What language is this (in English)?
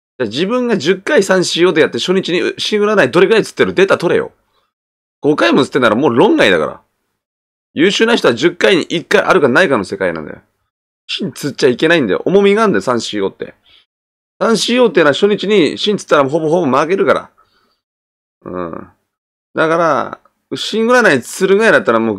Japanese